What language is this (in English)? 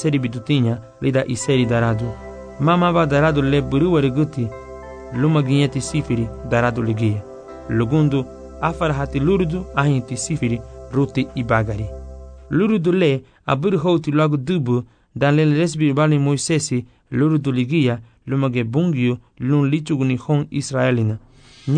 Garifuna